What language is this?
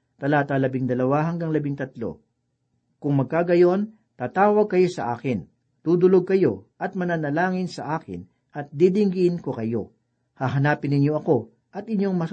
Filipino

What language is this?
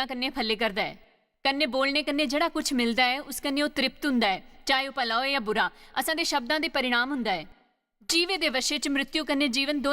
Dogri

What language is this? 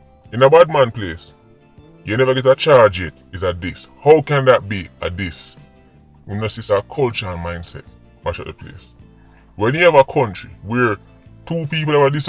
Jamaican Creole English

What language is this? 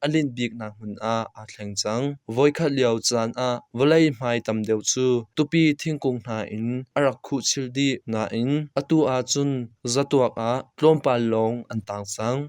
Hakha Chin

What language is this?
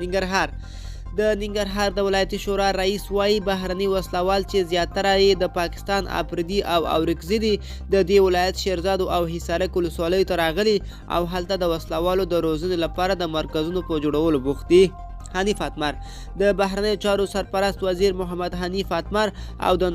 Pashto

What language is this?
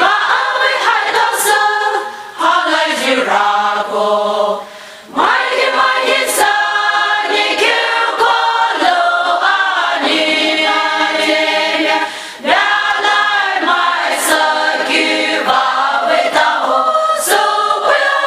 Poumei Naga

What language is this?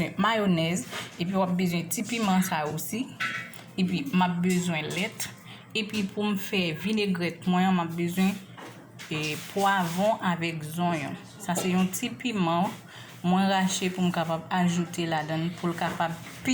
Haitian Creole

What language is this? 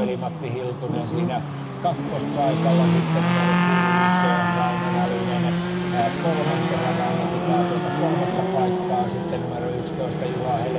Finnish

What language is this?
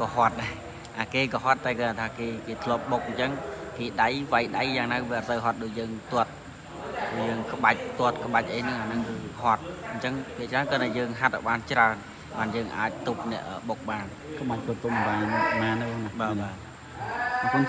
Khmer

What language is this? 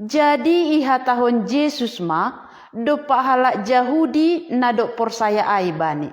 Batak Simalungun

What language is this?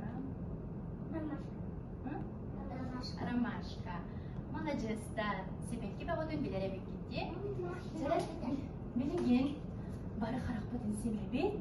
Yakut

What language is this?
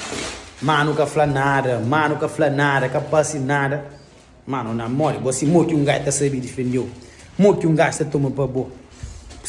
Kabuverdianu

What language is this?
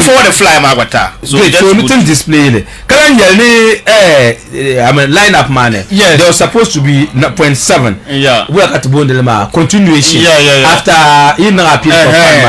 Dagbani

